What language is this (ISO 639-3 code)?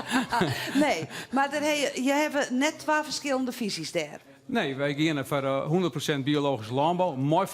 fry